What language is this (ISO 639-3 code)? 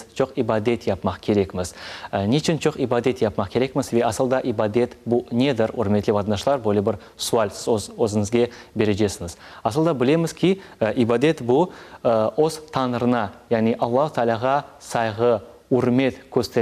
crh